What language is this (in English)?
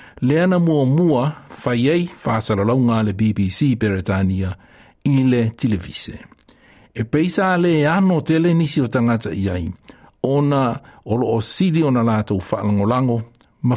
Samoan